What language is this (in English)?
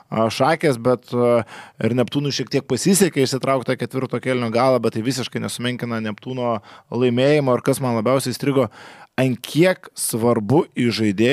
Lithuanian